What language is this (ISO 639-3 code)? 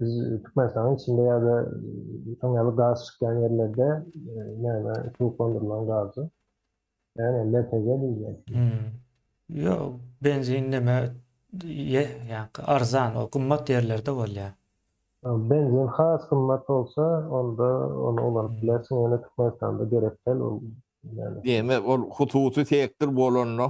tuk